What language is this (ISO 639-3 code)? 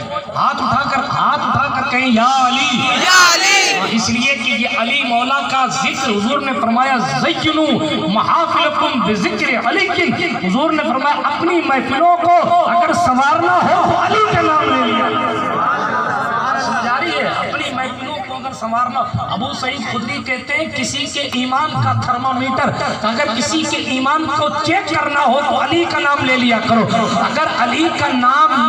urd